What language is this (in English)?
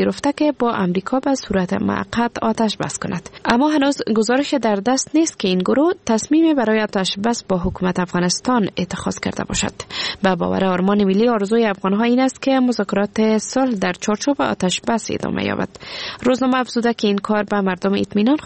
Persian